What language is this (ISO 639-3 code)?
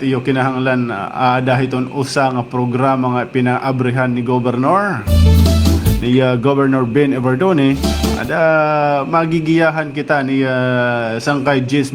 war